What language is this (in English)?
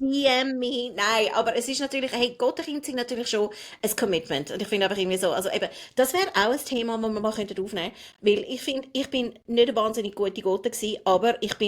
Swiss German